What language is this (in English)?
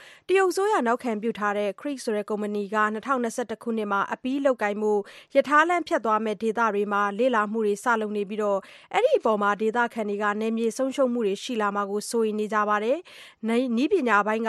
Burmese